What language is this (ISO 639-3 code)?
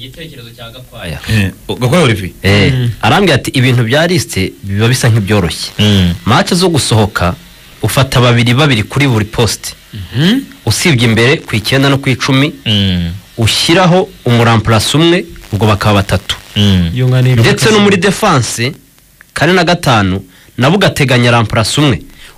kin